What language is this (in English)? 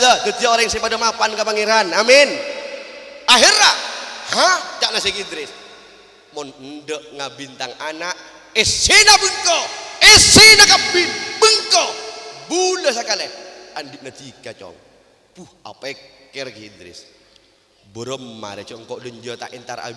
Madurese